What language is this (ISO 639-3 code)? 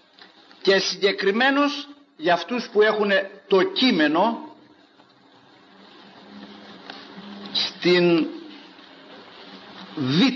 ell